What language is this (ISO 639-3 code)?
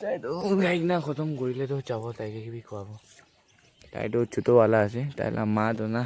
nag